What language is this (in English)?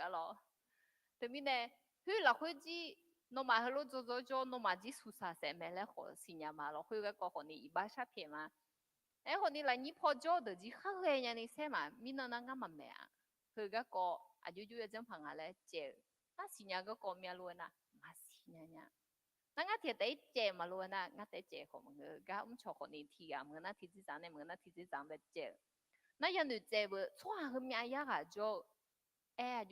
Akha